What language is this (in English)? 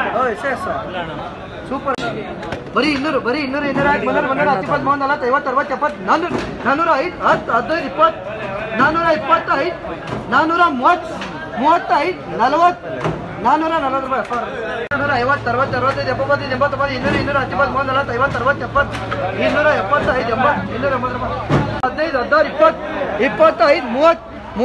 Kannada